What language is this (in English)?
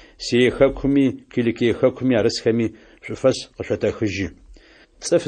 Adyghe